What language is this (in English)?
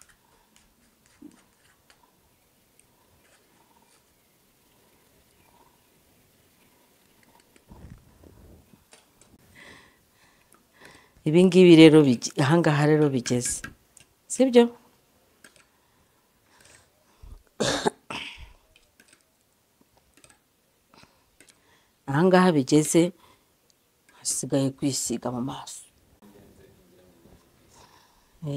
Kinyarwanda